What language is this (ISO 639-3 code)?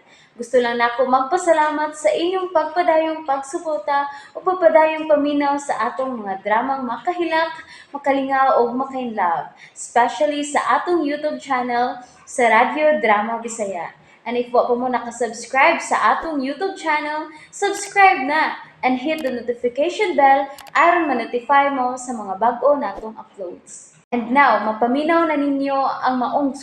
ceb